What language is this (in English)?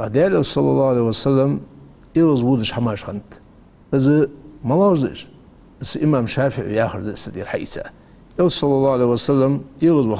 Ingush